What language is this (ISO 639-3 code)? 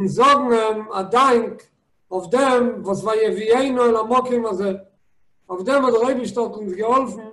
yid